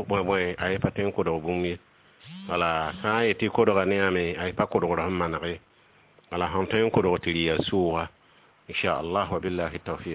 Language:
Mossi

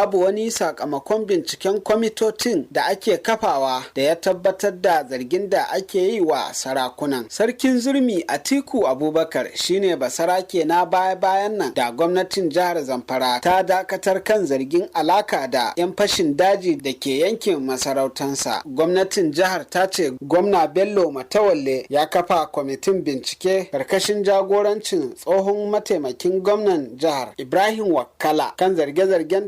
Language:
Hausa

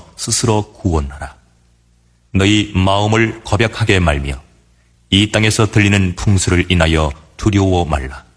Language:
Korean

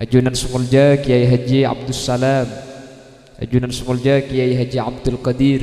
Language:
Madurese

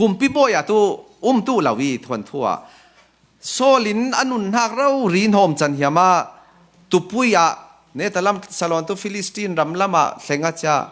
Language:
Falam Chin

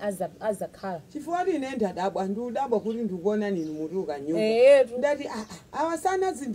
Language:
Nyanja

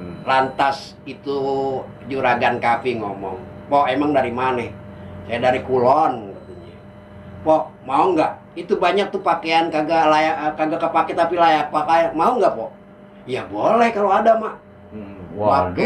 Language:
Betawi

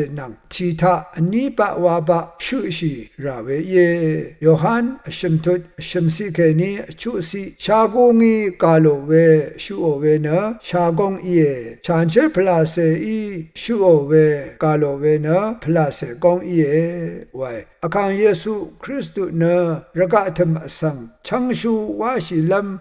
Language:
Rawang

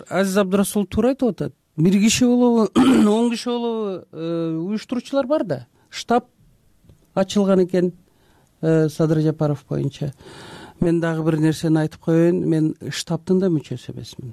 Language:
Kyrgyz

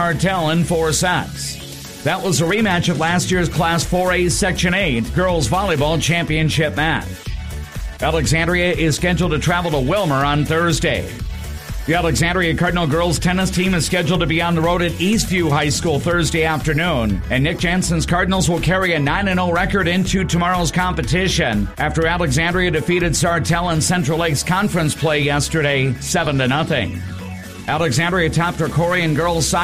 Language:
English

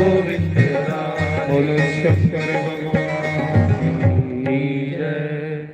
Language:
Dogri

